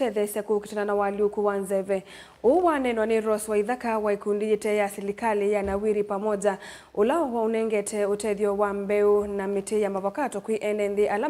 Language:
Kamba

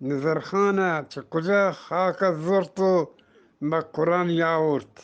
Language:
Eastern Balochi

